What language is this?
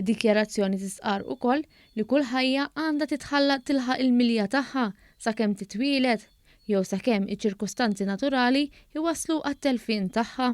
Maltese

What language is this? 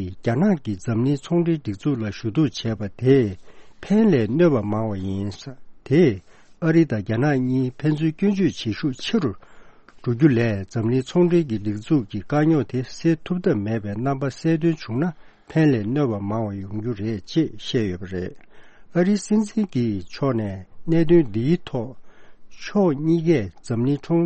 Tibetan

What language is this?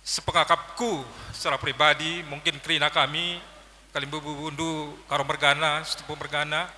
Batak Karo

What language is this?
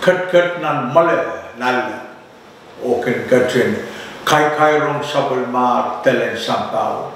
Pohnpeian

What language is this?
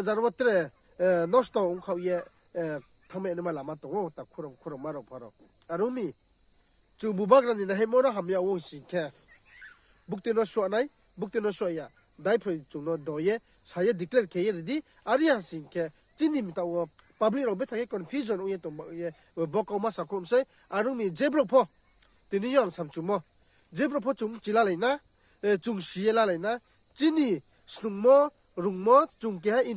Riang (India)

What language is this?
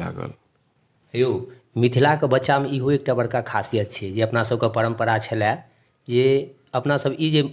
Maithili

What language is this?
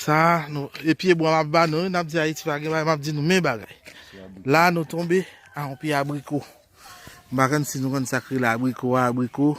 Haitian Creole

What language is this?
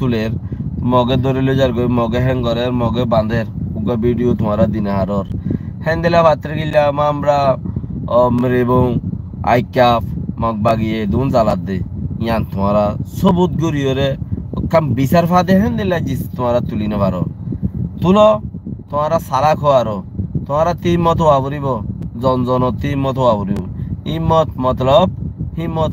Rohingya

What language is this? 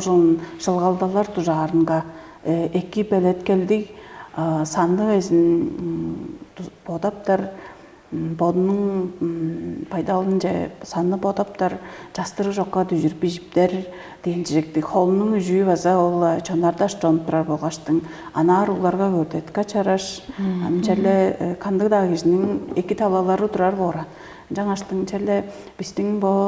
Tuvinian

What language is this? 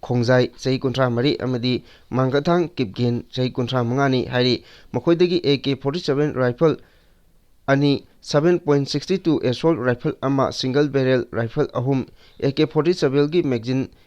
Manipuri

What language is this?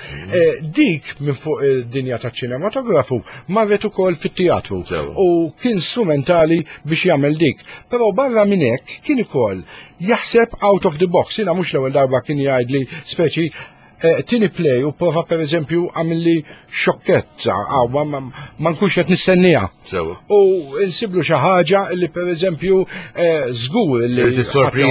Maltese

